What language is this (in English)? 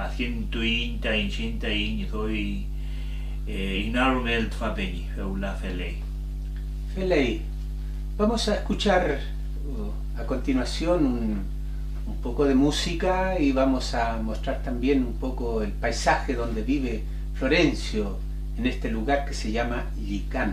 Mapuche